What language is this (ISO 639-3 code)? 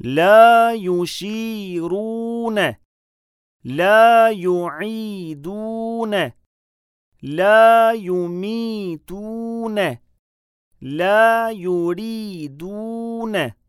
sqi